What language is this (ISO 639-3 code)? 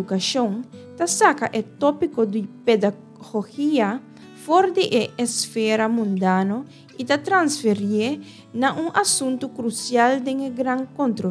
pap